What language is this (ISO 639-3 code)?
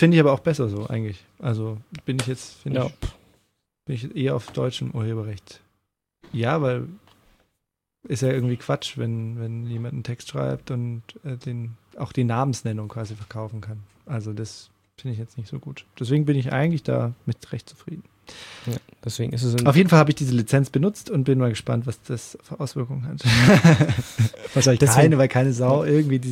deu